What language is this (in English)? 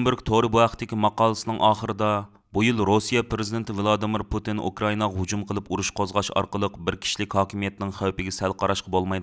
Uyghur